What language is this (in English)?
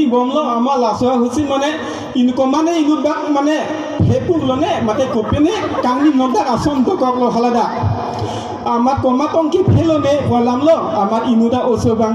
Karbi